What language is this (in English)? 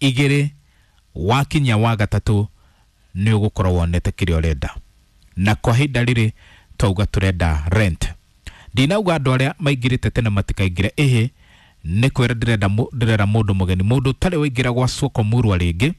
Kikuyu